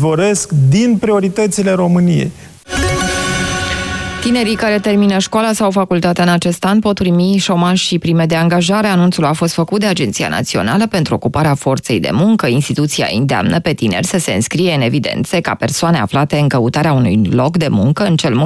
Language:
Romanian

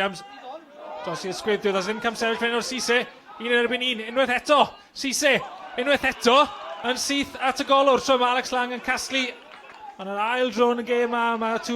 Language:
Welsh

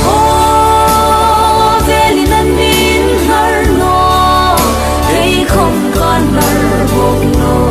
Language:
Hmar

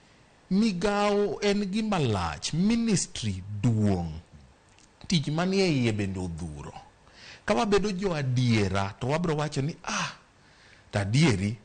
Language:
Luo (Kenya and Tanzania)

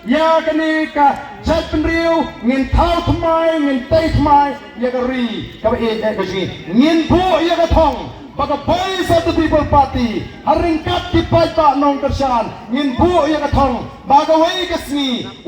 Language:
Khasi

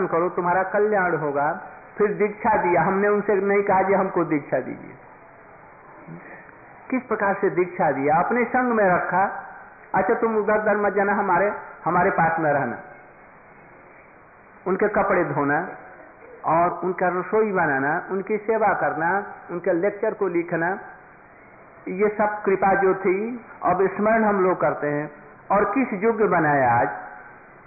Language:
Hindi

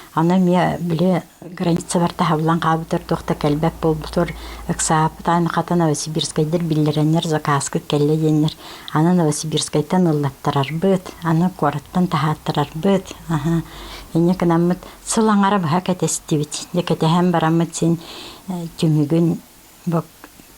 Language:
Yakut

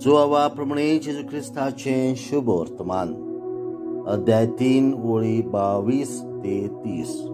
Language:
Konkani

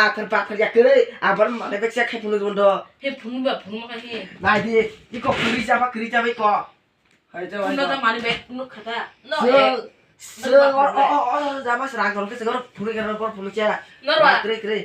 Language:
Kok Borok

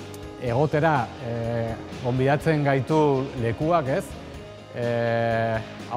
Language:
Basque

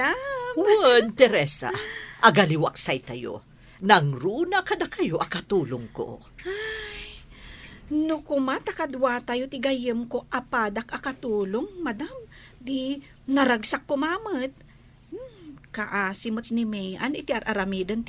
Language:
Iloko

